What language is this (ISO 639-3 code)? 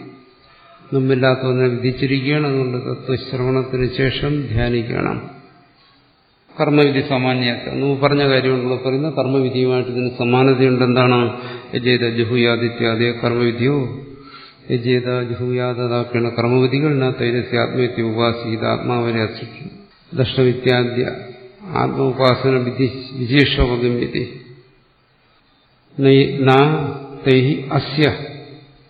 mal